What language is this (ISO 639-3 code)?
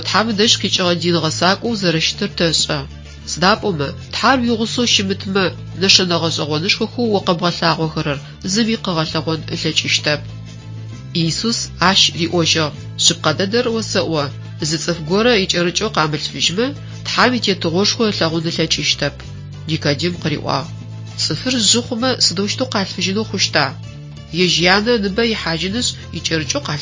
ady